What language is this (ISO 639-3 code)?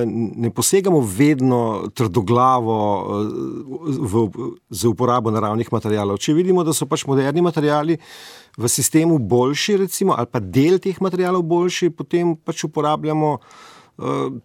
slv